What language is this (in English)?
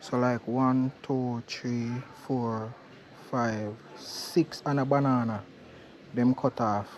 Jamaican Creole English